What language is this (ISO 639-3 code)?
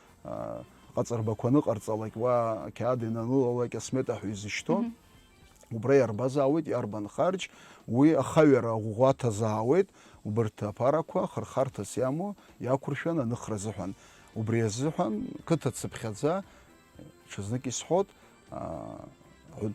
abk